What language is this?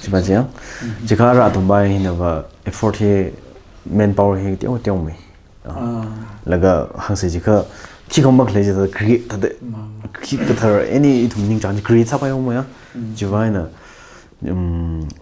Tangkhul Naga (India)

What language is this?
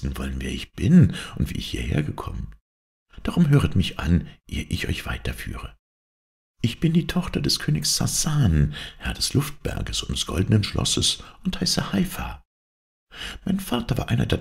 German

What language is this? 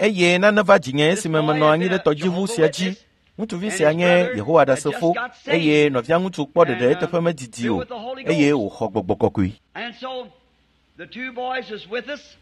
Ewe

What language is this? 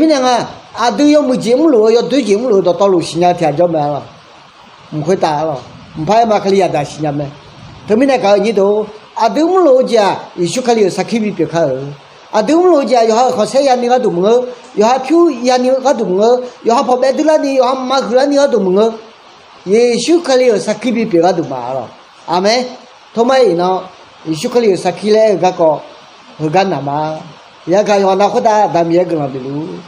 Akha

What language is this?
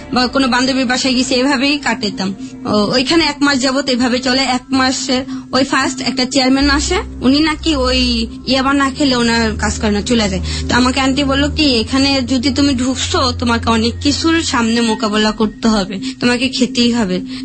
Bangla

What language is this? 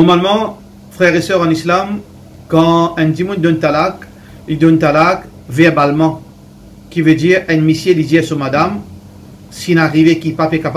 Morisyen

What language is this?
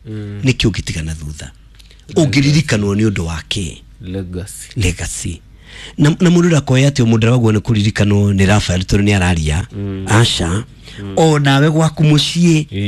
Kikuyu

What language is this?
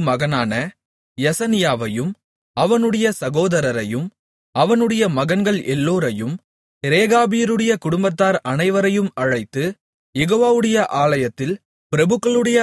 Tamil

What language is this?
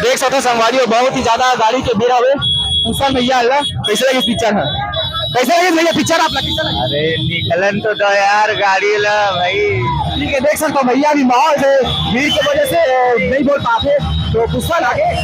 Chhattisgarhi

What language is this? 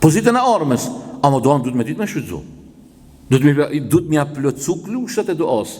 Albanian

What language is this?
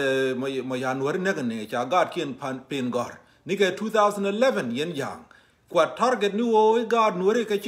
Nuer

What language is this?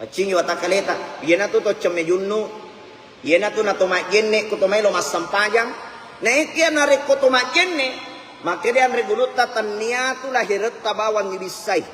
Buginese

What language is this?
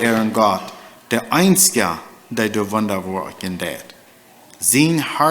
Plautdietsch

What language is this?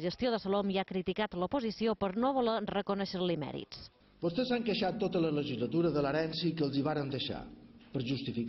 Catalan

